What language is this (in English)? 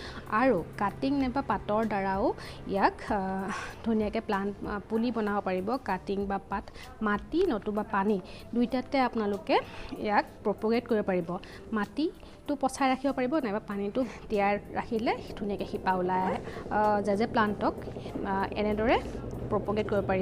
Assamese